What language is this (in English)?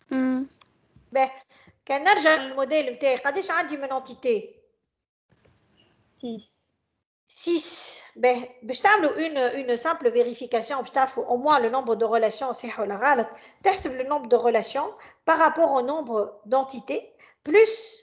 Tunisian Arabic